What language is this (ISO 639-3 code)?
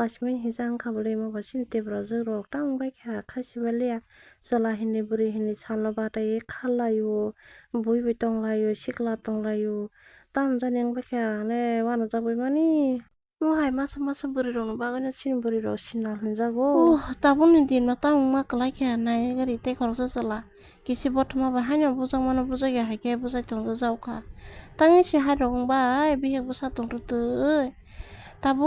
trp